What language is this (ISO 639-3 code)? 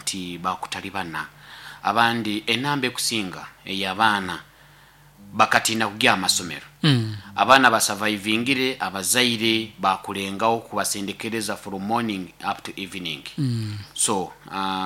nyo